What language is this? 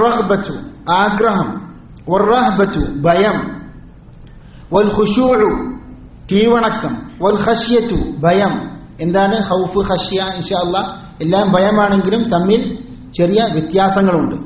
Malayalam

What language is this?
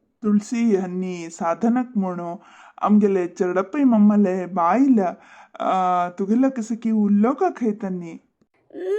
Konkani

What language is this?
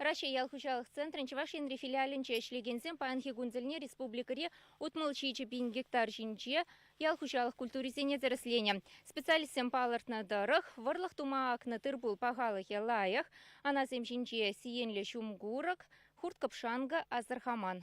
Chuvash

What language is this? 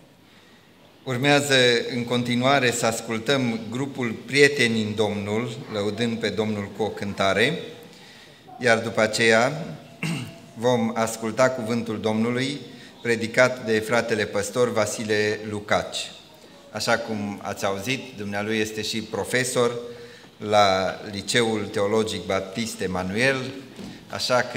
Romanian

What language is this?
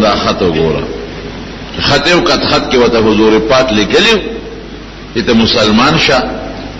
Pashto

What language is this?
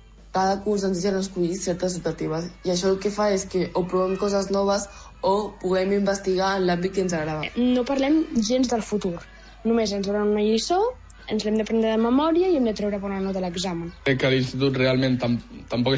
Catalan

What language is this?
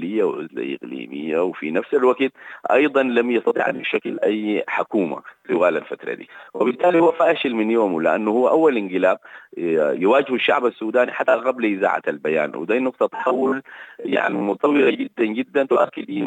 Sudanese Arabic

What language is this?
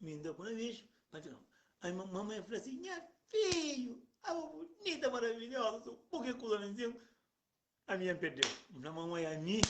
Kabuverdianu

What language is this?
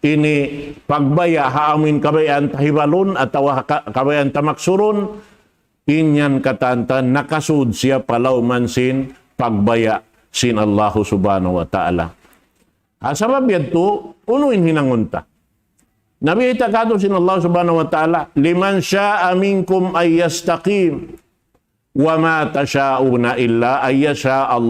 Tausug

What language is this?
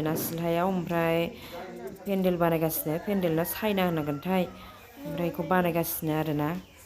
Bodo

